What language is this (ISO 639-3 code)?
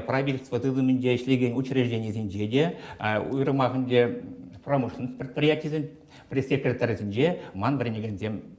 chv